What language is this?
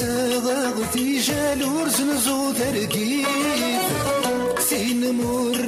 Kabyle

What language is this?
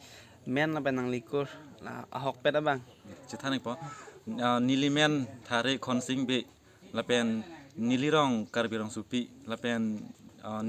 Karbi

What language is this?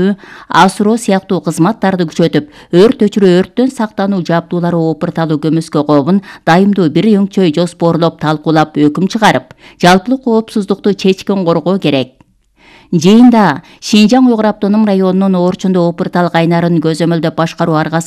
Kyrgyz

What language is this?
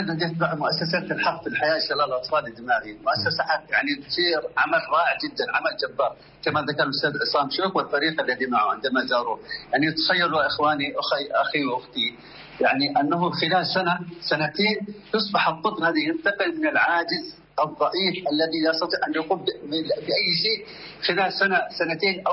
Arabic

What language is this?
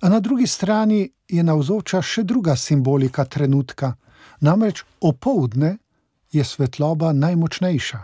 Slovenian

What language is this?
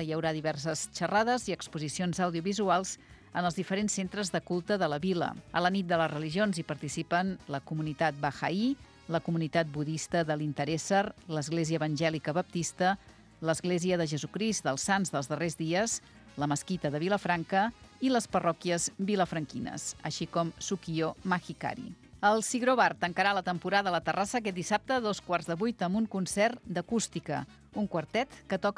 Catalan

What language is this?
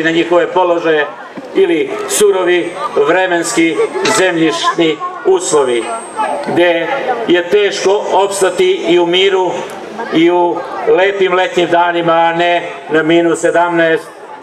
Serbian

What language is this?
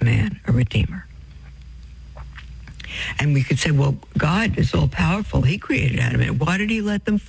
English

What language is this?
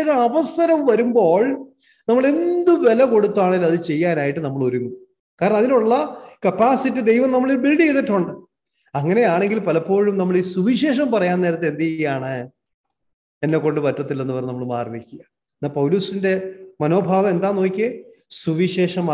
Malayalam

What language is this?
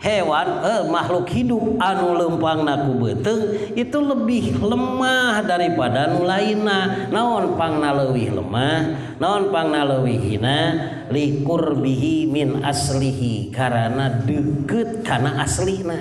Sundanese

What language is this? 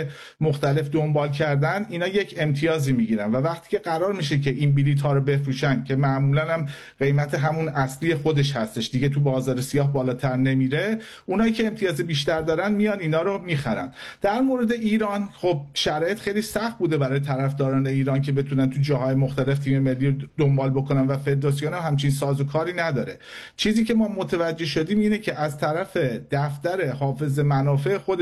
Persian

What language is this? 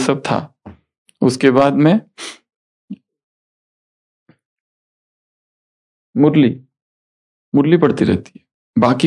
Hindi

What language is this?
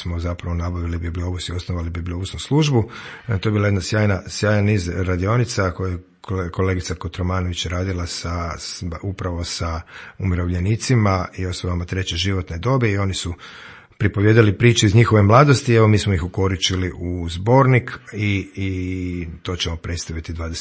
Croatian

